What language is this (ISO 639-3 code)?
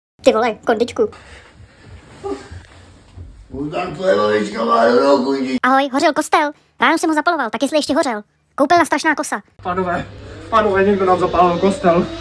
ces